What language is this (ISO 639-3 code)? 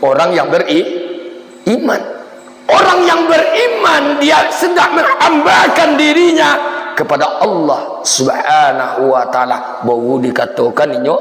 min